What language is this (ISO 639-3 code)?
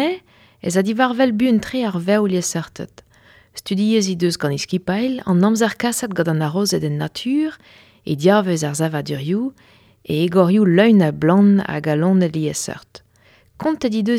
bre